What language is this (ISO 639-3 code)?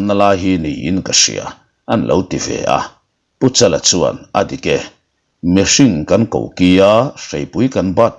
lus